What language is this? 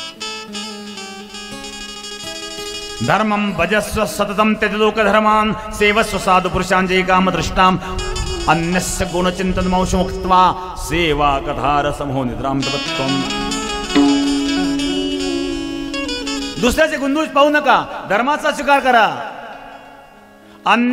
Marathi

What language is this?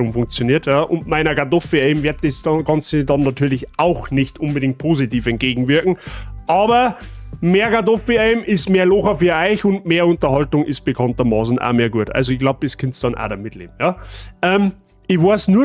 Bavarian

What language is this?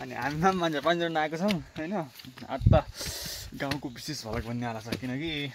Nepali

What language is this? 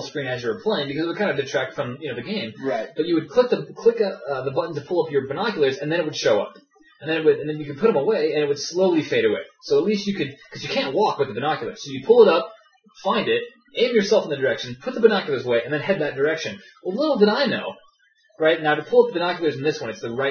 English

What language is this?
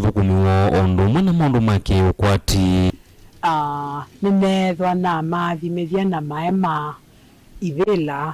Kamba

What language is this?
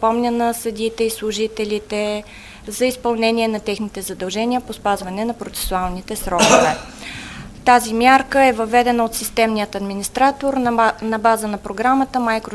Bulgarian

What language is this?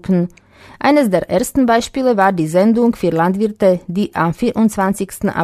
German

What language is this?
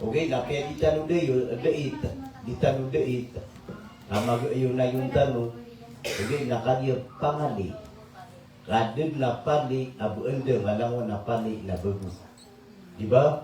Maranao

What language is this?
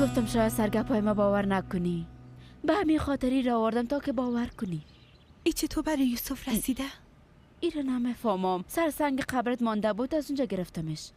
Persian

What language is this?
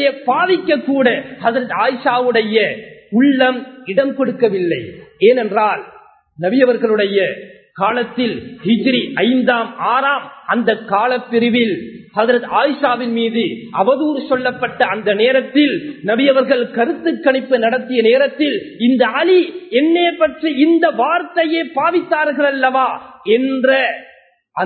Tamil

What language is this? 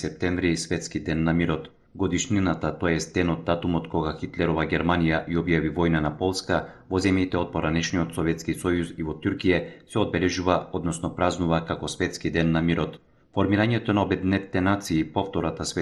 Macedonian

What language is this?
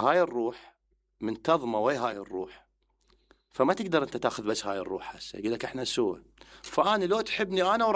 Mesopotamian Arabic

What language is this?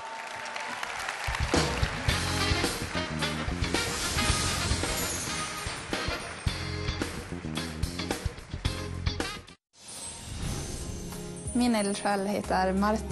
Swedish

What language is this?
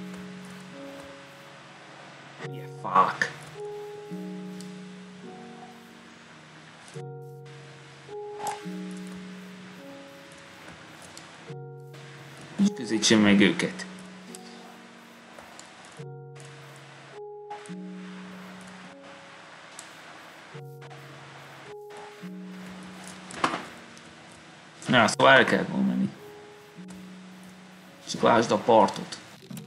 Hungarian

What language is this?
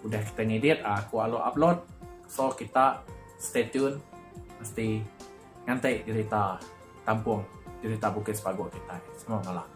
Iban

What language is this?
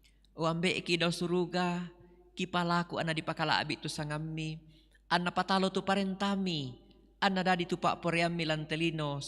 Toraja-Sa'dan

